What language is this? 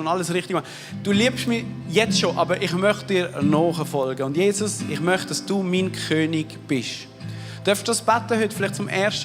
Swiss German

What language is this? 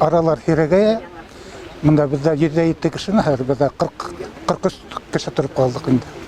Bashkir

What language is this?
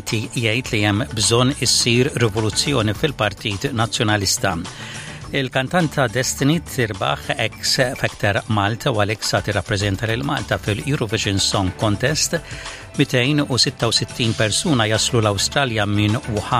Maltese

